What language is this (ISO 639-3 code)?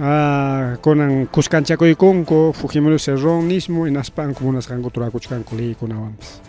quy